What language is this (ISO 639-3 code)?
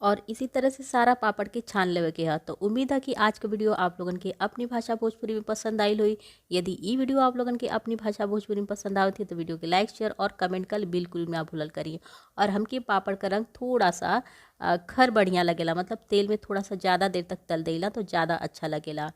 bho